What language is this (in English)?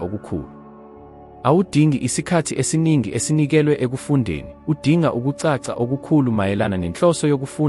Zulu